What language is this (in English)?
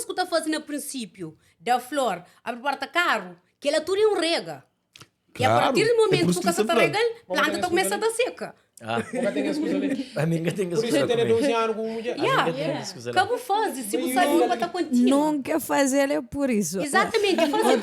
Kabuverdianu